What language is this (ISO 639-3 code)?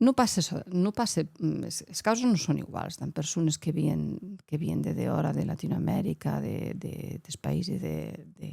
oci